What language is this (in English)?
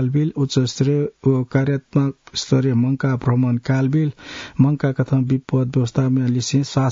Newari